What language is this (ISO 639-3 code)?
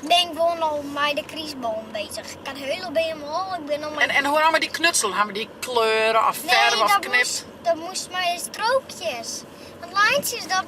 fry